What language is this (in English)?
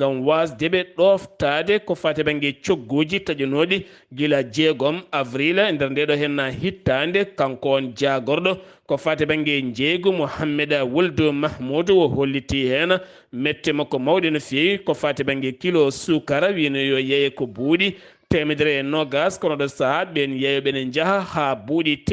Fula